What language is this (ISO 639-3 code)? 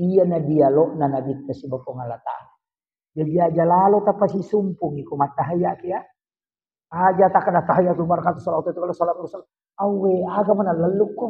bug